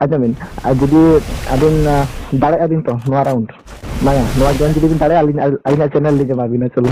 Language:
Santali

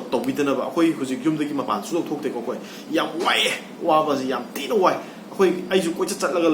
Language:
Manipuri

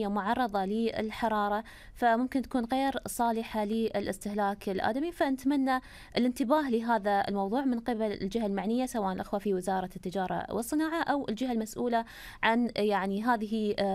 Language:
Arabic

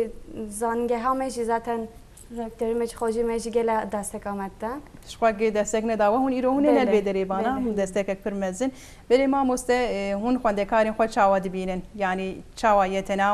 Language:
Kurdish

